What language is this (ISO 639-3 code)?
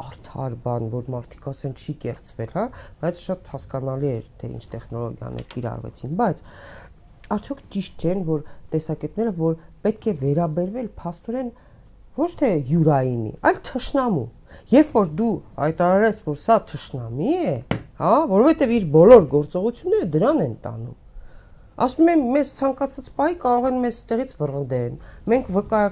hye